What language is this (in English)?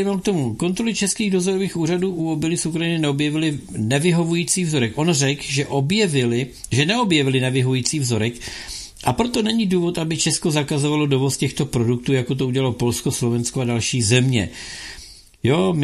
Czech